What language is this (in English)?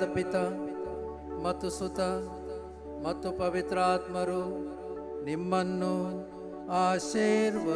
Kannada